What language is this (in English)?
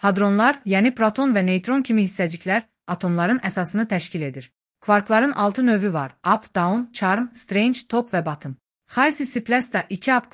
Azerbaijani